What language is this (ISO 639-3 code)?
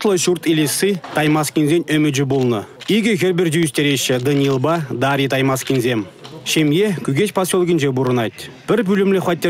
chv